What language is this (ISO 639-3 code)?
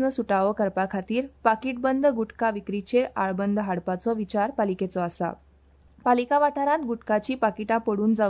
kok